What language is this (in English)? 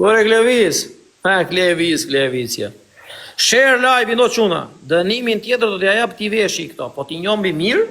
Albanian